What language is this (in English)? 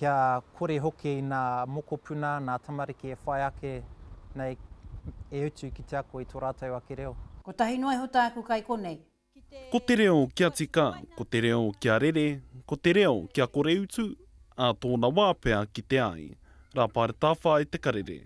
Māori